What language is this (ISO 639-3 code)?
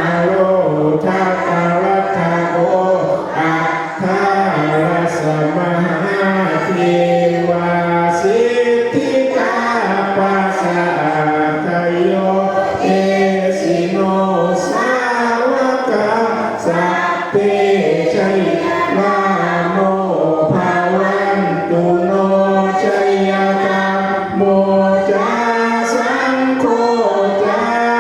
pli